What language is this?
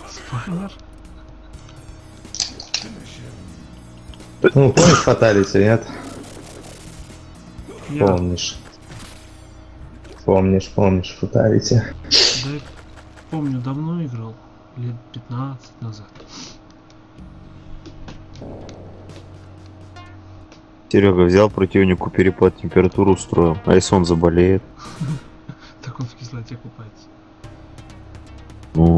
Russian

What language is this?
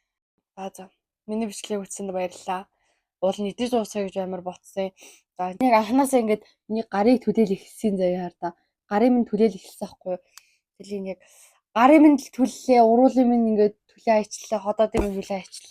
Mongolian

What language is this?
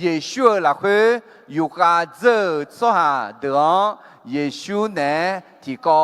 Akha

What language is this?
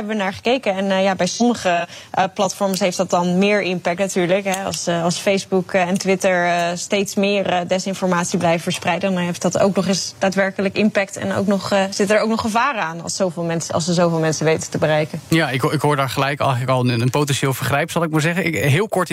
Dutch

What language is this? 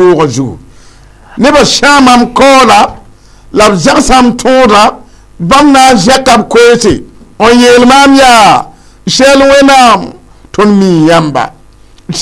Mossi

